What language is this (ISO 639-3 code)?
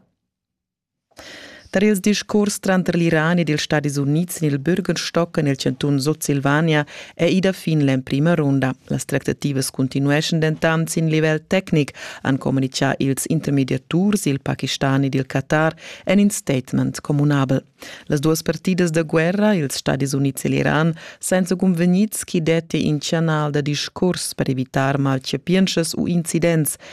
roh